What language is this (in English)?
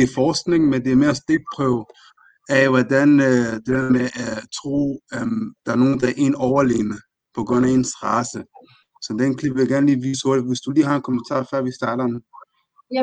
Danish